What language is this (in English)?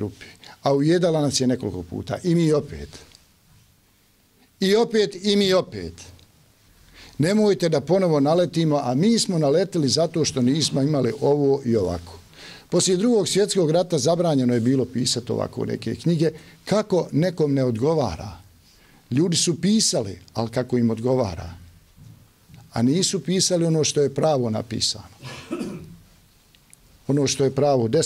Bosnian